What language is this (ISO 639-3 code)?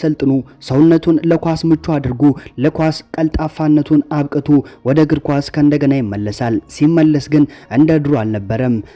amh